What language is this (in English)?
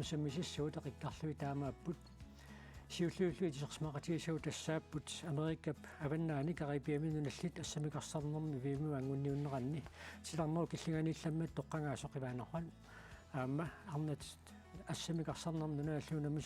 Kalaallisut